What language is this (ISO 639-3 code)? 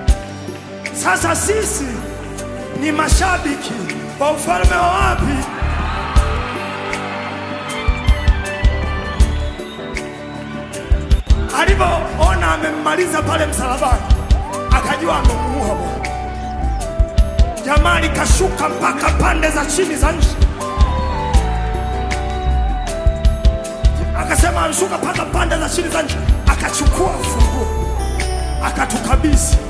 swa